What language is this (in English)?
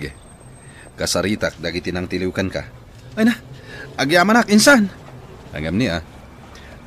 Iloko